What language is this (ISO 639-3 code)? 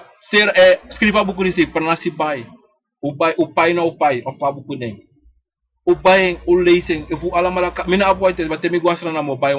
srn